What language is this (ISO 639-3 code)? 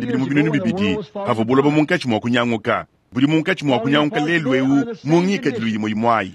lua